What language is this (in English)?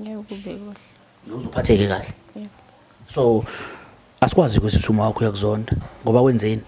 Zulu